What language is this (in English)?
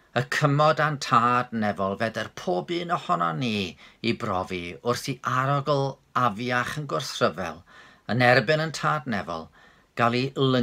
Welsh